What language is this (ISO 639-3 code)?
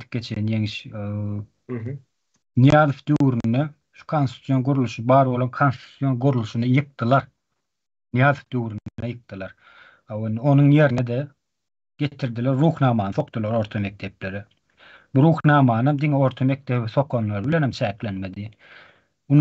tuk